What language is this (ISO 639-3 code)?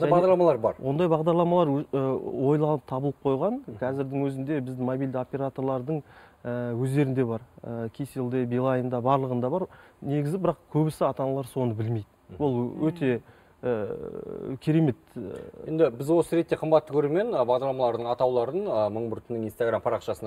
kaz